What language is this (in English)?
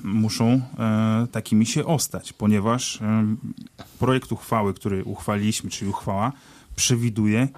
Polish